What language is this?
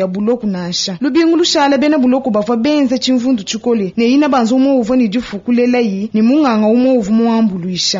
Luba-Lulua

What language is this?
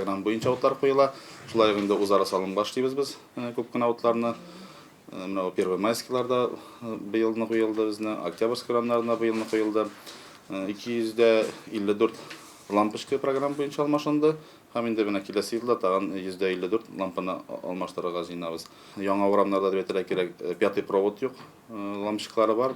Tatar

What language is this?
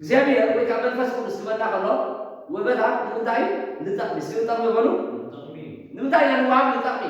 Tigrinya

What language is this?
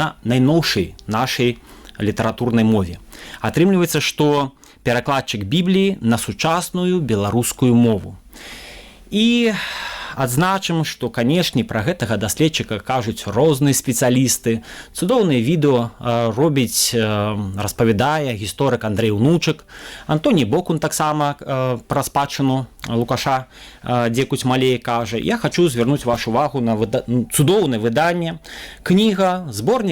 Belarusian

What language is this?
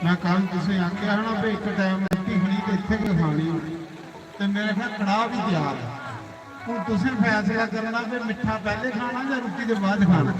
Dogri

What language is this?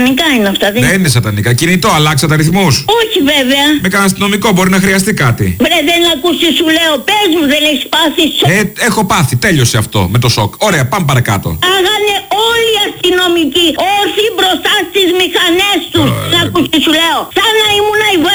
Greek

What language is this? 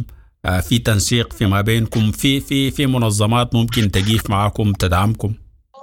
Sudanese Arabic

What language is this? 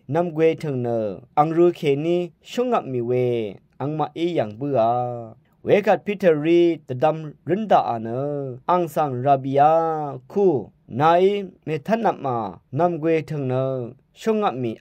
Rawang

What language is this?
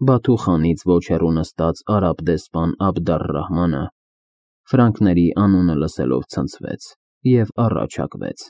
Armenian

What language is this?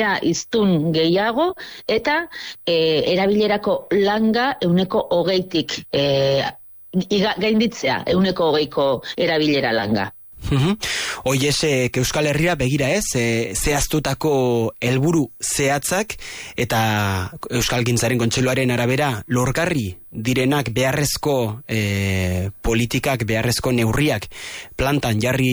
Basque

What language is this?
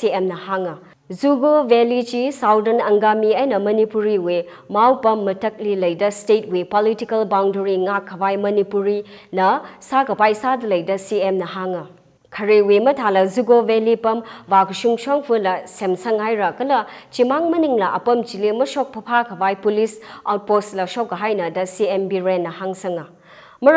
Tangkhul Naga (India)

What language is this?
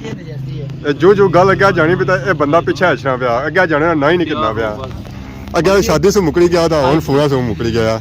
Pahari-Potwari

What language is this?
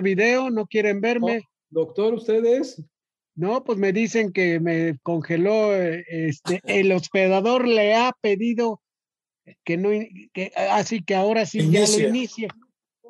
Spanish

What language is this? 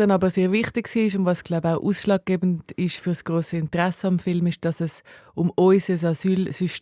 Swiss German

